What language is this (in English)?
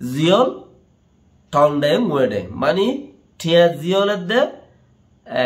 Rohingya